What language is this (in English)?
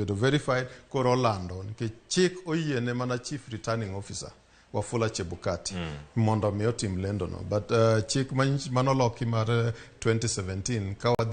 Luo (Kenya and Tanzania)